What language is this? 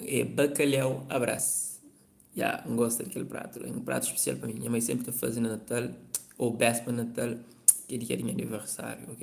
Kabuverdianu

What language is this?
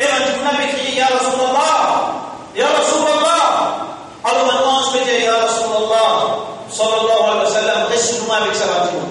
Morisyen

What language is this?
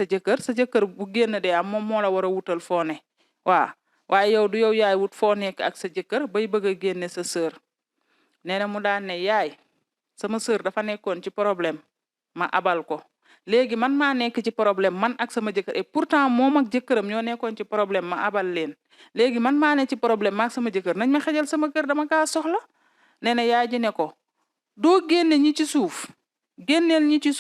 Wolof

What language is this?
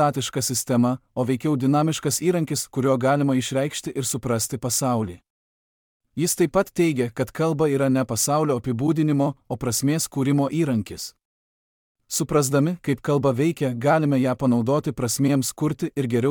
Lithuanian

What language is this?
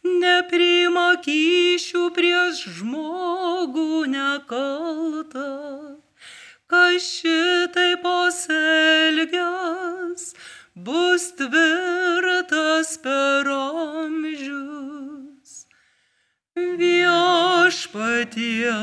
Lithuanian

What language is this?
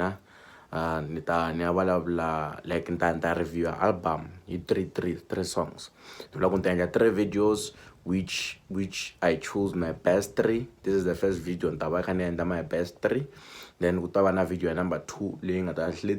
Tsonga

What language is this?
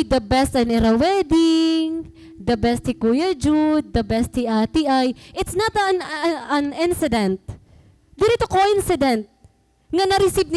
Waray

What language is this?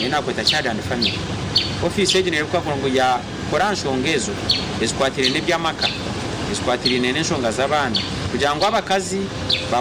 Nyankole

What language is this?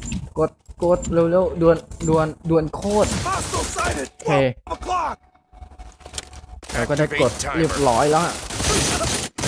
Thai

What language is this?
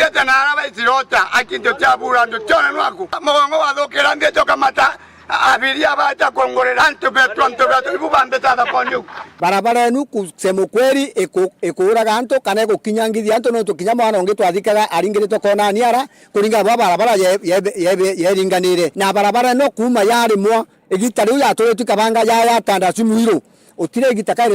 Meru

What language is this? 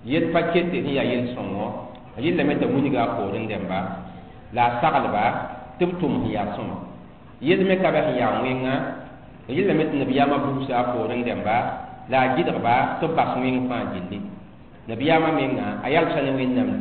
Mossi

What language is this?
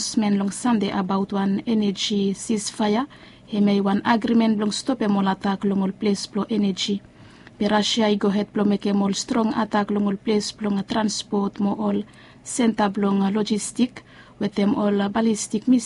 Bislama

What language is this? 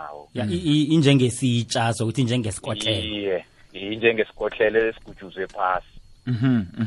South Ndebele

